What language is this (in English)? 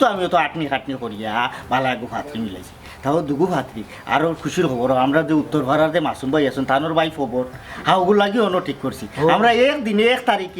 Sylheti